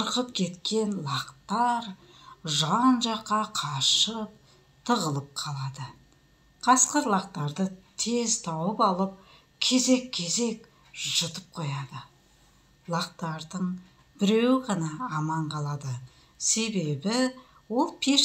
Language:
Kazakh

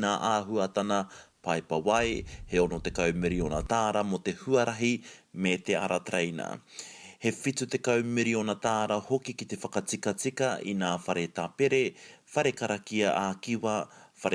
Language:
Māori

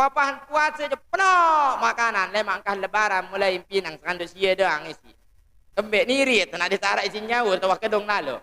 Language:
Sasak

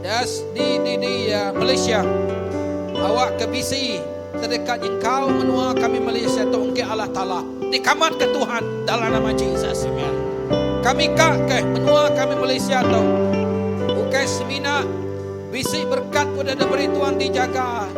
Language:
Iban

